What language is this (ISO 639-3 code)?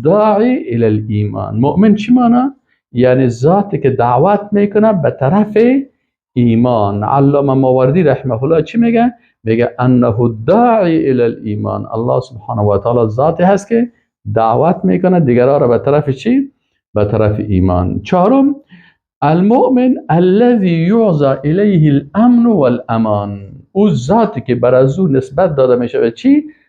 fas